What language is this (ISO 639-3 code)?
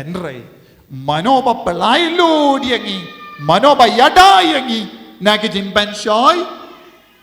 kha